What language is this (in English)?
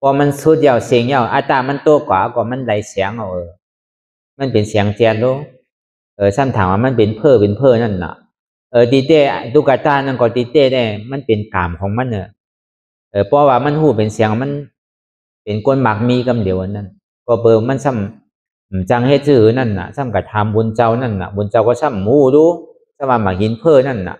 Shan